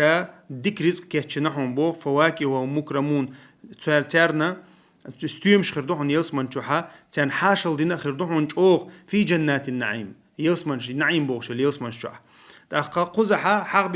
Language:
Chechen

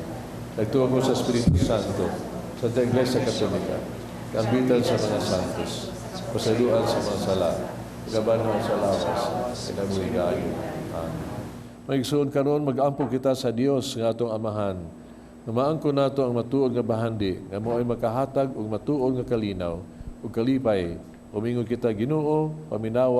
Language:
Cebuano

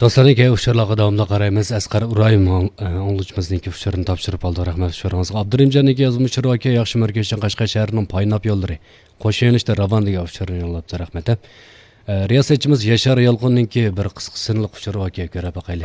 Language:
Uyghur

